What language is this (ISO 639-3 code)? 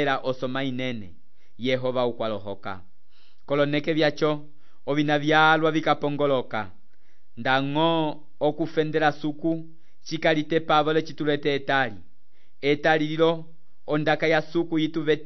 umb